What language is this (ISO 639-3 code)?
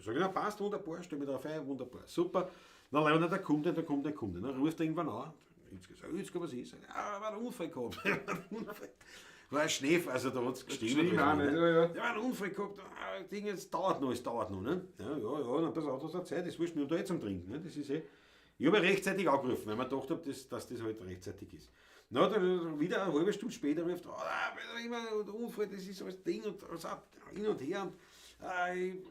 bar